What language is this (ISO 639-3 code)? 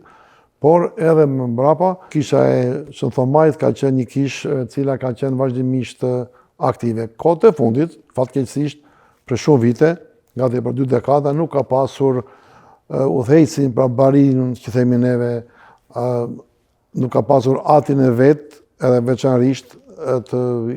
sqi